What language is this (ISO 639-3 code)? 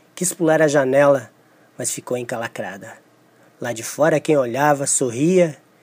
por